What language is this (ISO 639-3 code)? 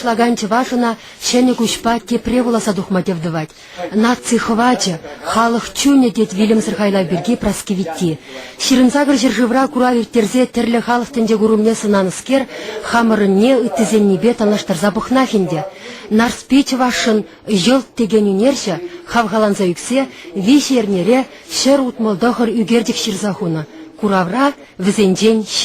chv